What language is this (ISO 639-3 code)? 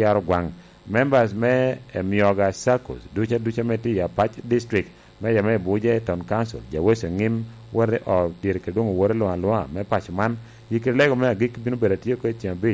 laj